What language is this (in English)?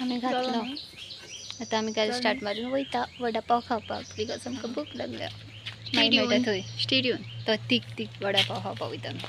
Konkani